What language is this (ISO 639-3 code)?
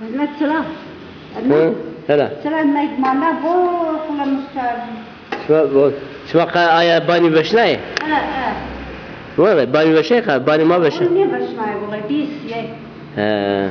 zza